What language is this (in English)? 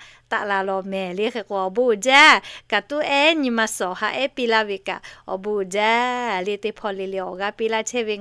Lahu